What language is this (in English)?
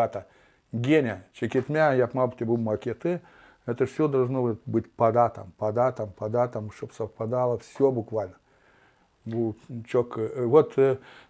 Gagauz